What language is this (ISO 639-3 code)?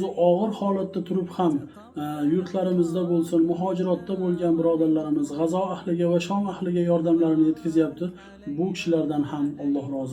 uzb